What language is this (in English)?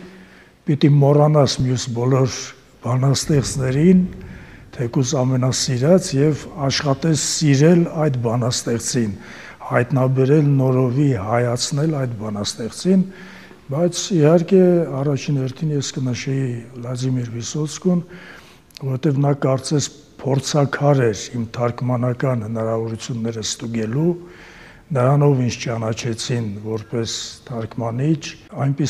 Armenian